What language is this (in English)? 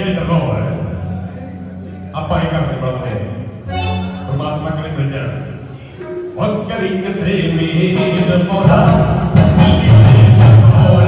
Punjabi